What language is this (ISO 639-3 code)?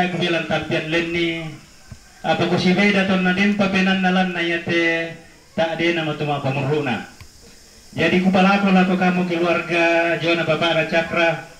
sda